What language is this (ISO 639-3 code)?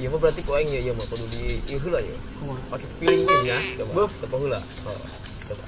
sun